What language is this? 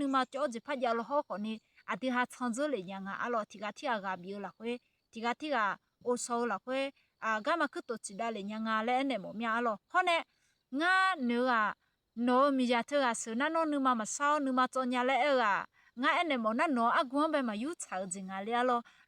Akha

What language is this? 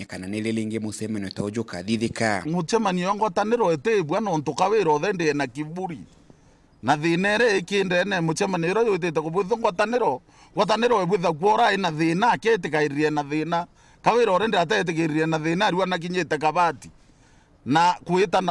Meru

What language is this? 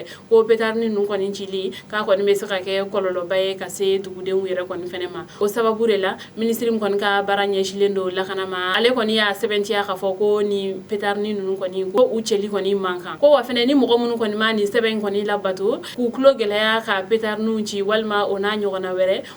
Bambara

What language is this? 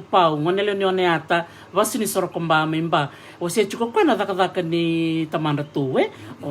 Fijian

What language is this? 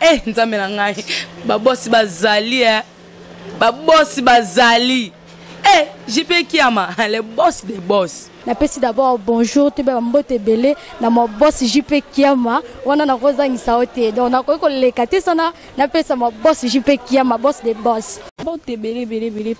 Lingala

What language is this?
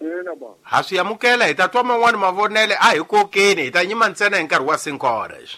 Tsonga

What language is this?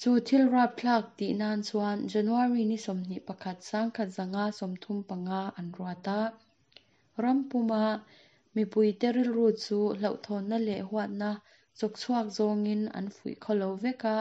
Mizo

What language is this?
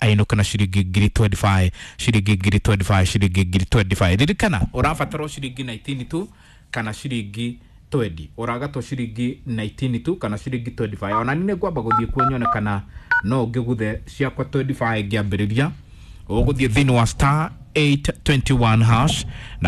Kikuyu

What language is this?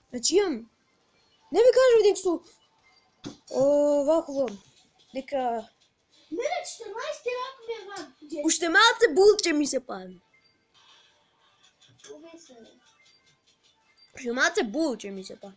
Macedonian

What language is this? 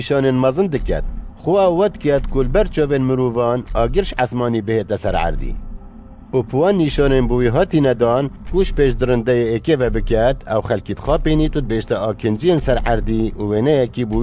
Kurdish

